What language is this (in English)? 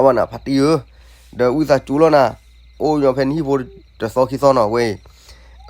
S'gaw Karen